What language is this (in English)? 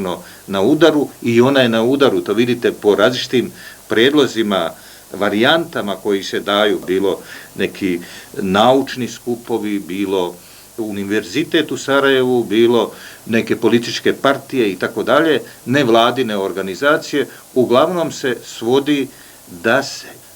Serbian